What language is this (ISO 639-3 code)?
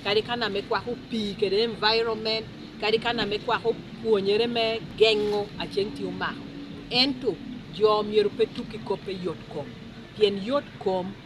laj